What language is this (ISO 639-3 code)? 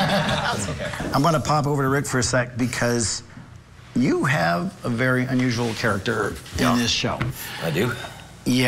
eng